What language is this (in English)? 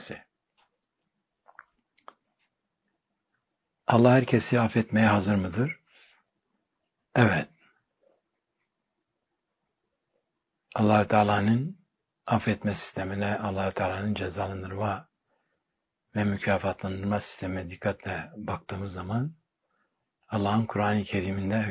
Turkish